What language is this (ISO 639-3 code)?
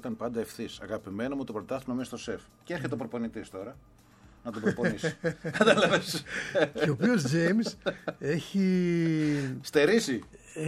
ell